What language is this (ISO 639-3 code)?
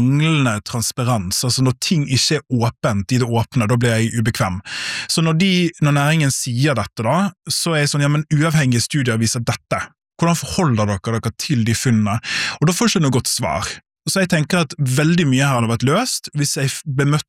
nor